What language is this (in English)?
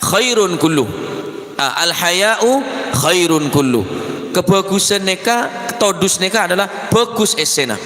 Madurese